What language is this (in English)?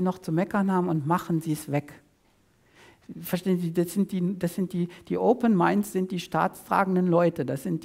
German